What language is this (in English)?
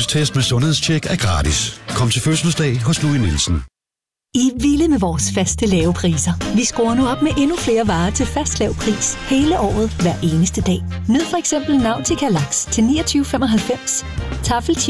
Danish